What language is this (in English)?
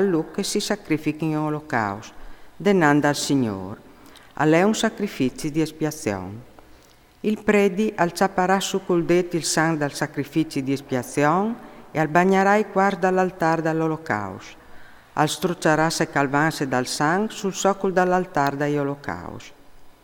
Friulian